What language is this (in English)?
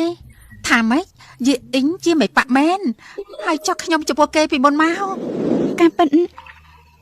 Khmer